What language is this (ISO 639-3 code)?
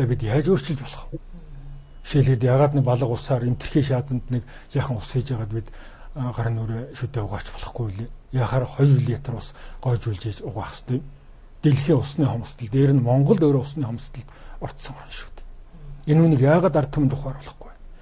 mon